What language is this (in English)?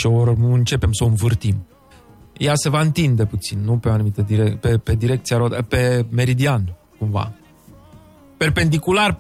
Romanian